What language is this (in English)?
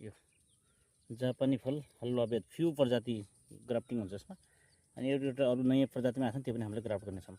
Nepali